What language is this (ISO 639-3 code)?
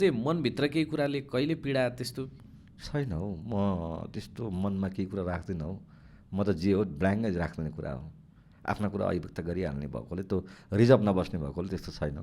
nep